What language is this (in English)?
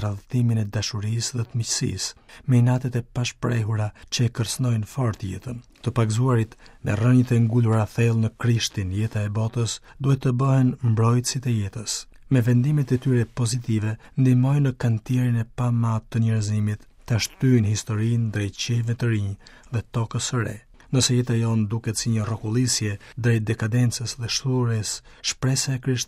Albanian